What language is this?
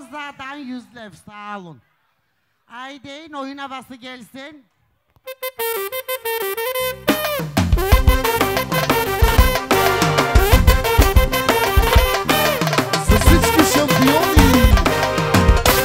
Turkish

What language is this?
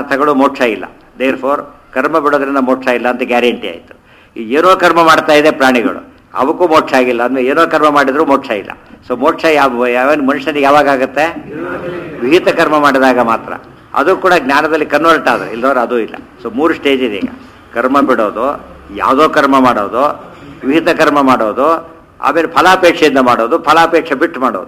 Kannada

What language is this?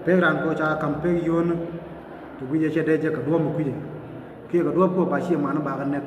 Nuer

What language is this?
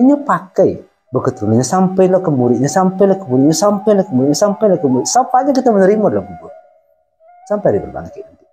Minangkabau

